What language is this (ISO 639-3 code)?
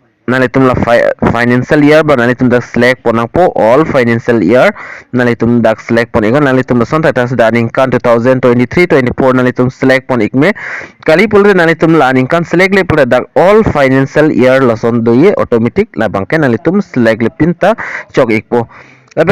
mjw